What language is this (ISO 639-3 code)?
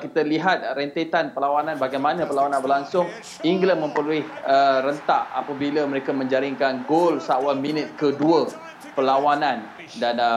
msa